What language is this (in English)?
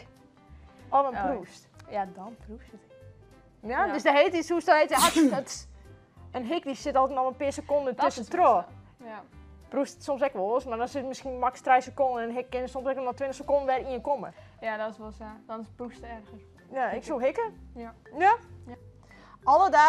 Western Frisian